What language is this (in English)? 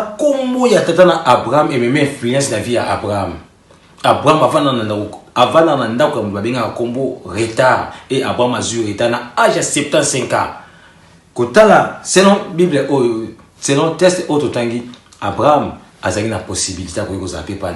Lingala